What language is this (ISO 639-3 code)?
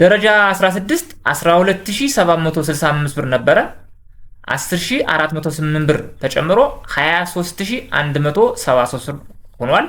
amh